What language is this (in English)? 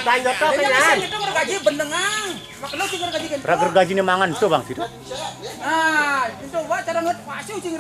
Balinese